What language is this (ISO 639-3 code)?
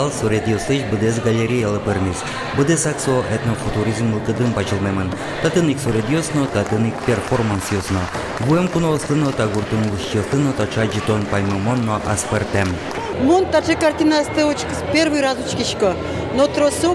udm